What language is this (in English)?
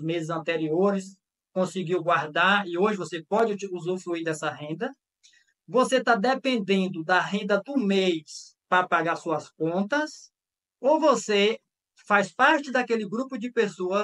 Portuguese